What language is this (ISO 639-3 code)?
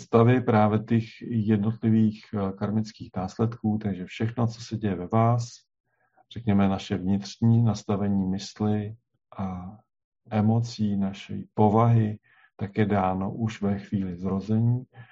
ces